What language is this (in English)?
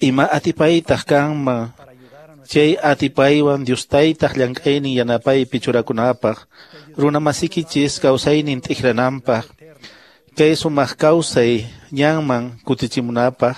Quechua